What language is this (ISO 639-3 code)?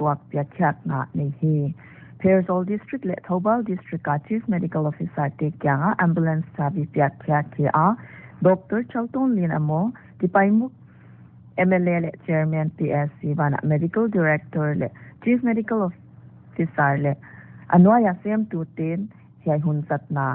pck